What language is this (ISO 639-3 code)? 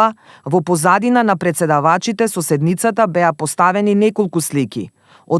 mkd